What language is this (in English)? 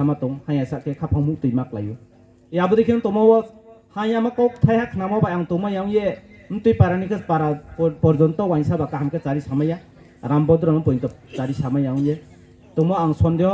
Riang (India)